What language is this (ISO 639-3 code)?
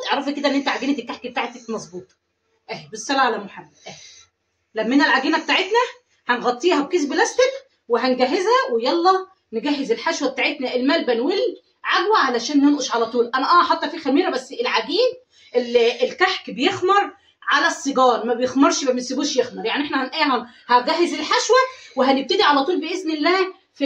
arz